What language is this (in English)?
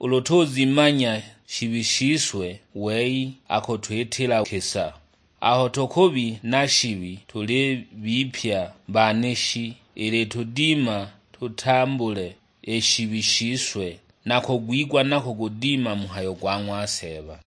Sukuma